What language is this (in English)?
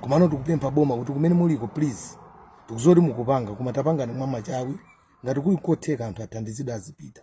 Nyanja